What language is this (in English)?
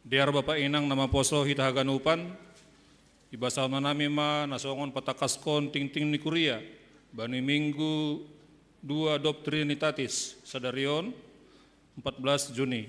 Batak Simalungun